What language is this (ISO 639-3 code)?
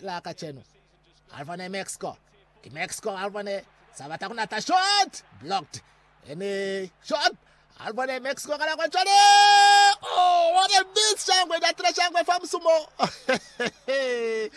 loz